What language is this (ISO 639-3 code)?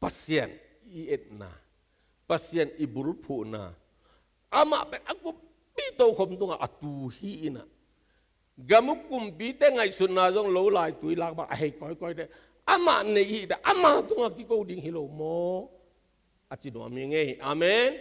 ctd